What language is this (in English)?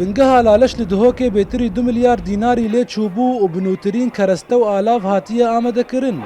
Kurdish